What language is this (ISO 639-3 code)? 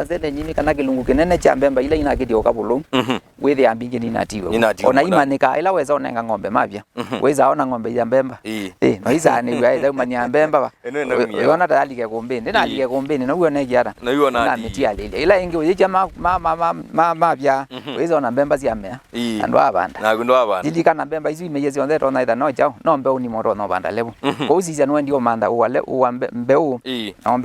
kam